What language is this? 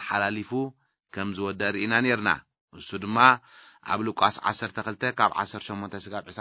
Tigrinya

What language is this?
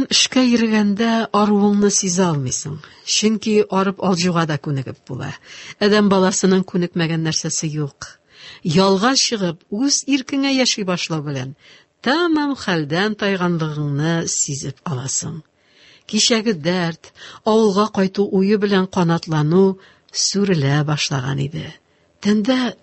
Tatar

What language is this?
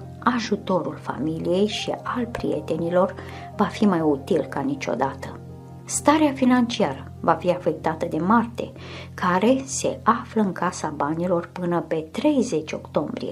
Romanian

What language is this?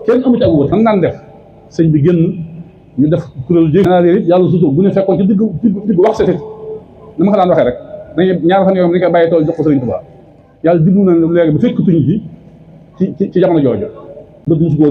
Wolof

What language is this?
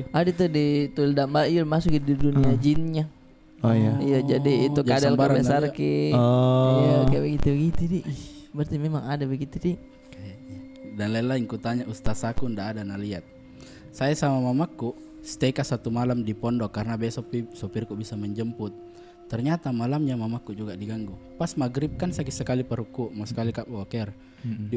Makassar Malay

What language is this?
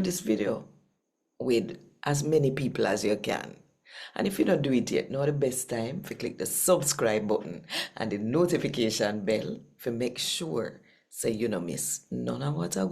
Jamaican Creole English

